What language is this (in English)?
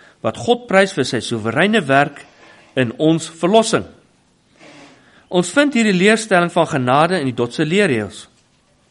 Afrikaans